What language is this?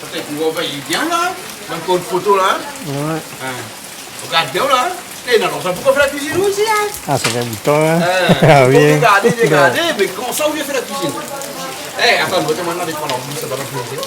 Réunion Creole French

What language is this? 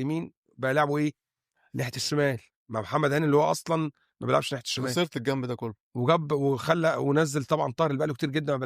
Egyptian Arabic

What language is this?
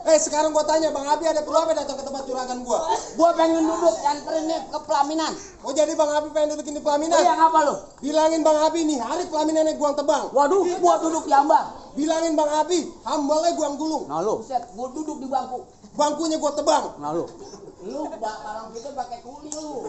Betawi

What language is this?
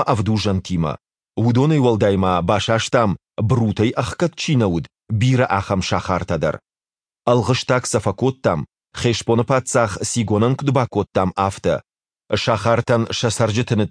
Ossetic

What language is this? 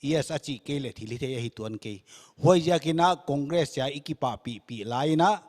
Paite Chin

